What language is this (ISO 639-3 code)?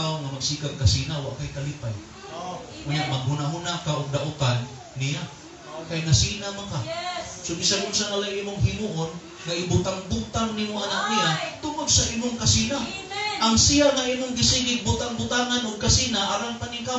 ceb